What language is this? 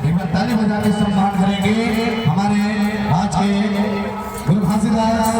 Chhattisgarhi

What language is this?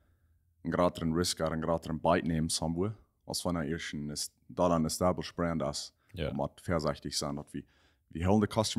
Plautdietsch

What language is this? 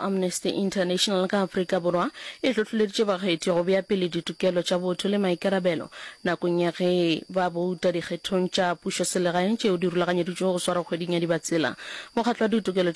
Northern Sotho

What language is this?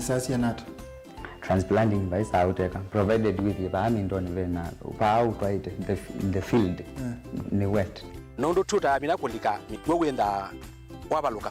Kamba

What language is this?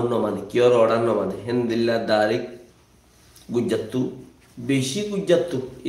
Rohingya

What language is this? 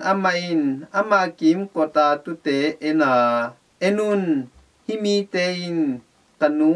Tedim Chin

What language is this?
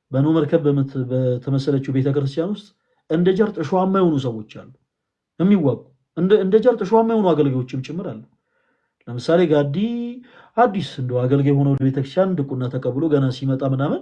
Amharic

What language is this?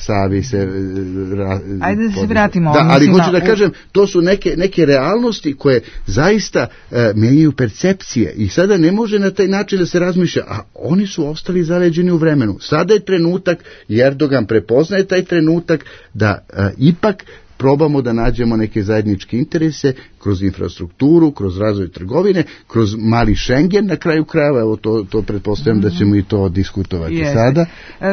Serbian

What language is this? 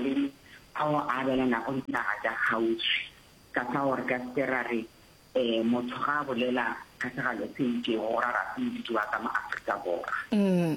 Northern Sotho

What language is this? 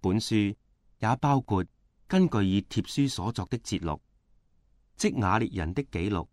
Cantonese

